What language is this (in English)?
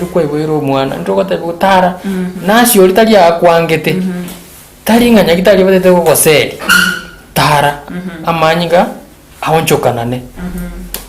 Gusii